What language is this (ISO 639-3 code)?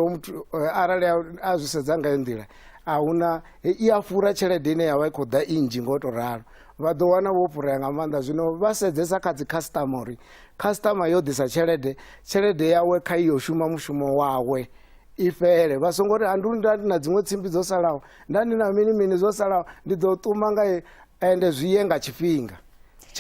ven